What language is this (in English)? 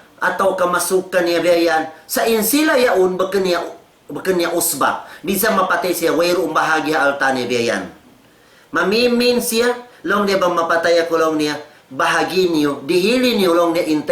Tausug